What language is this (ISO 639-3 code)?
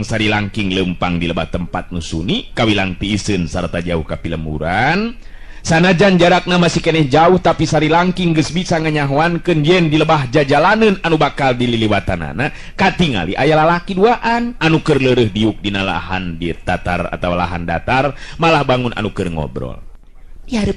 sun